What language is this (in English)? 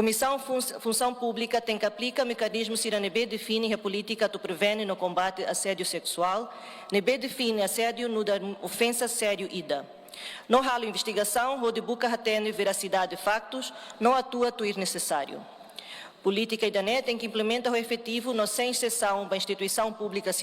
Tetum